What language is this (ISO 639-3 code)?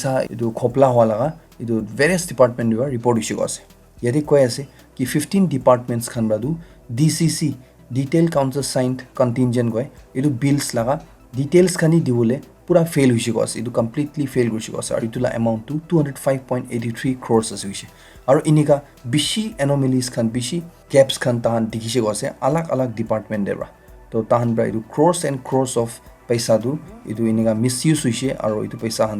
nag